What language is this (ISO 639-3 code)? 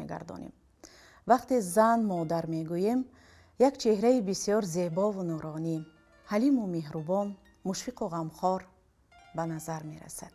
tgk